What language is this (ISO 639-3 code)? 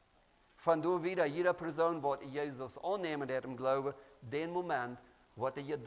pdt